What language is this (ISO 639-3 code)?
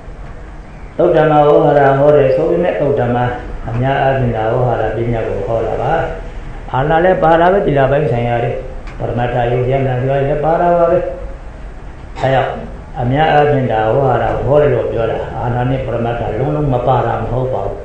mya